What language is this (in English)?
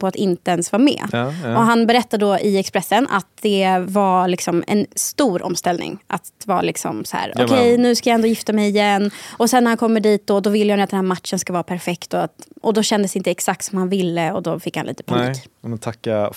Swedish